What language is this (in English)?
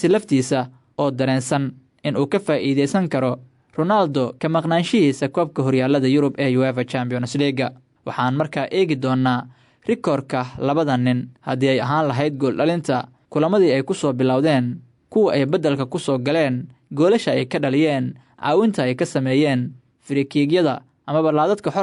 Somali